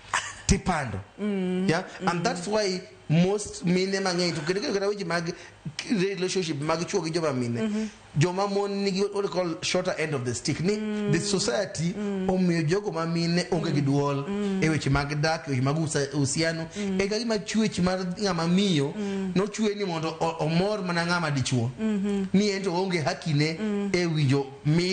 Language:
Luo (Kenya and Tanzania)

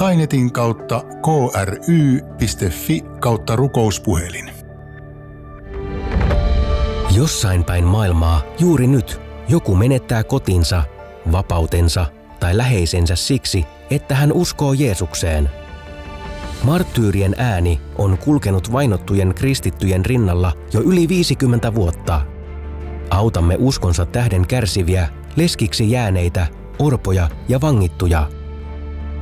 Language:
Finnish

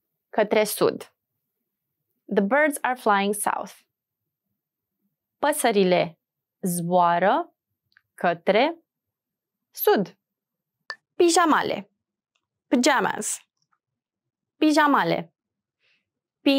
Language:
Romanian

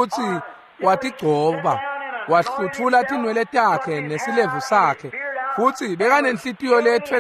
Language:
Swati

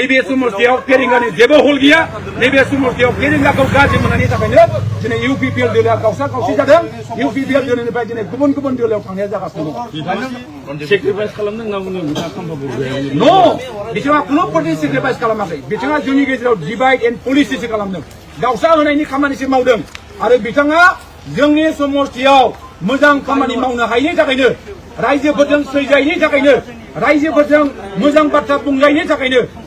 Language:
Bodo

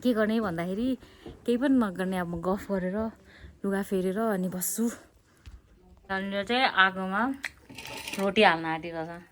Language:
Nepali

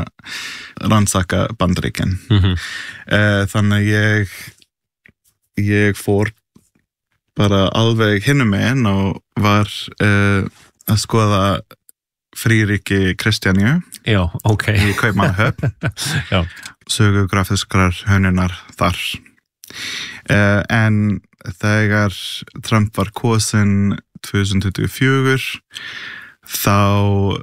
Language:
Icelandic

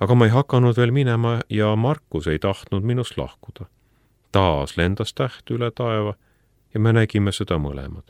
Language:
Estonian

